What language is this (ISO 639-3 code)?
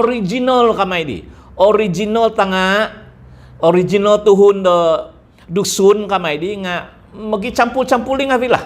dtp